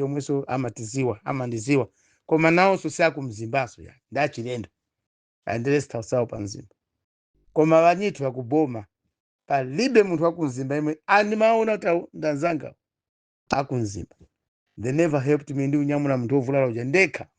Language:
Nyanja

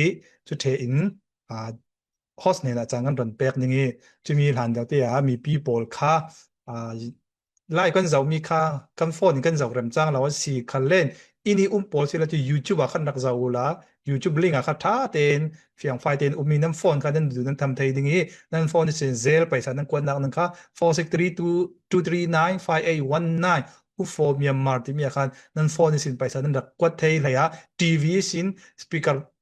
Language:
Falam Chin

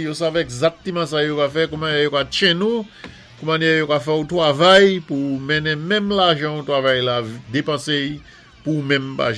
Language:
Saint Lucian Creole French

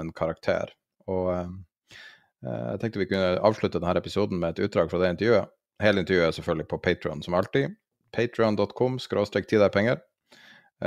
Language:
Norwegian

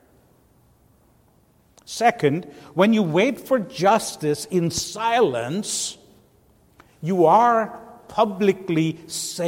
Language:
English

